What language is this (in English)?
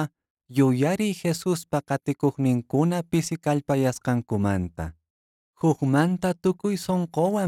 Quechua